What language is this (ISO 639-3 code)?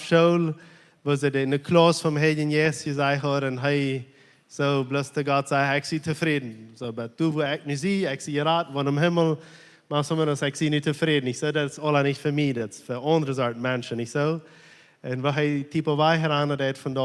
pdt